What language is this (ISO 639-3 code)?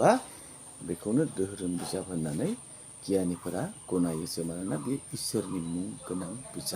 brx